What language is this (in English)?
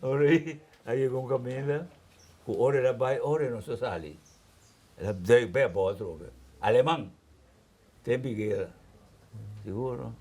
Papiamento